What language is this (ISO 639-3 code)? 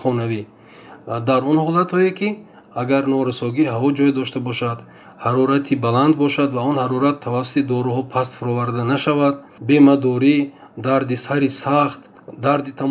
tgk